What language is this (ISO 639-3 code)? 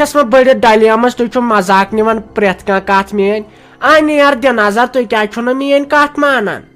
kas